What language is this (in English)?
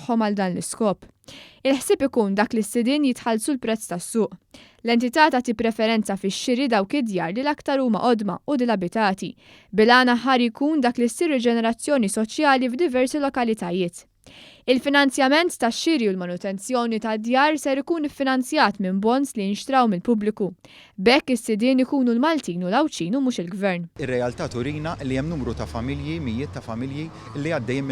Maltese